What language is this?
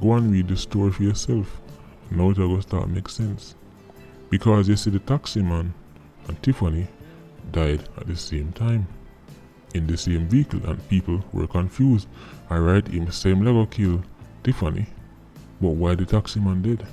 Jamaican Creole English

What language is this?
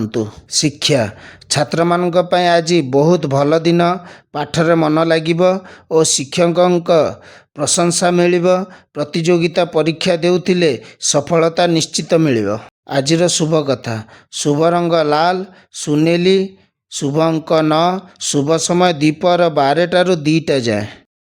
Odia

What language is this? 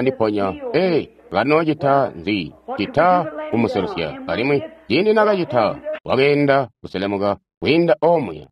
Tonga (Zambia)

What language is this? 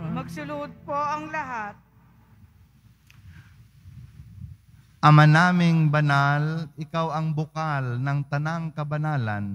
Filipino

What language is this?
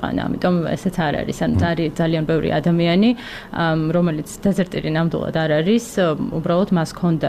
Georgian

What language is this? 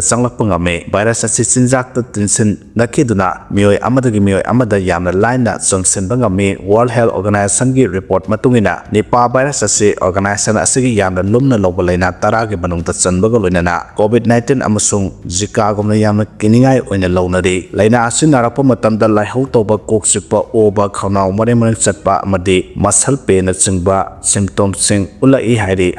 Manipuri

